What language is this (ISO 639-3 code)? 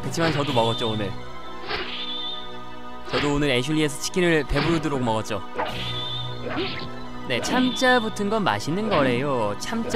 kor